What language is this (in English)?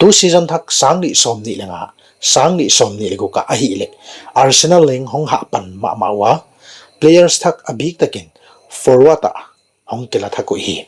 Paite Chin